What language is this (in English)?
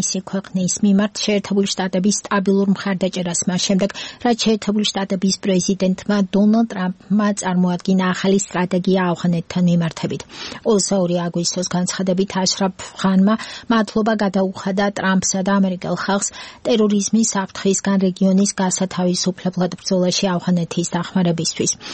Georgian